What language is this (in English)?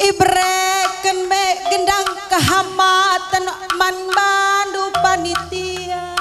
Batak Karo